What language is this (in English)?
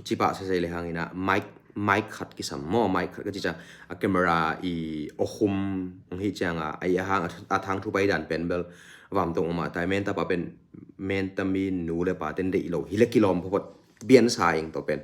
Tedim Chin